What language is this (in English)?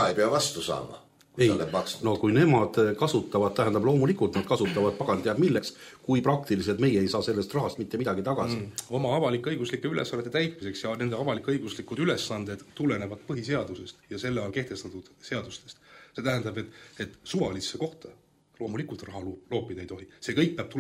Estonian